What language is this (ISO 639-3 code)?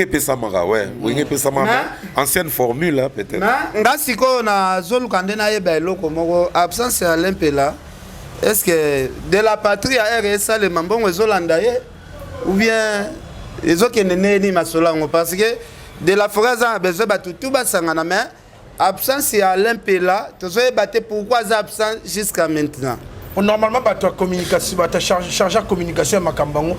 lin